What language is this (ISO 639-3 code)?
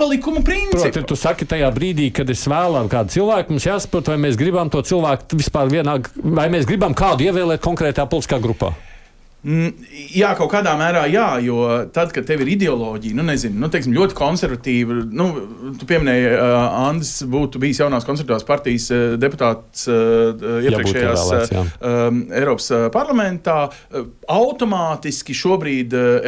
lav